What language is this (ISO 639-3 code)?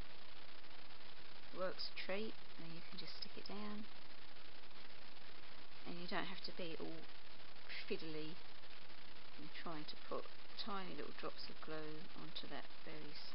eng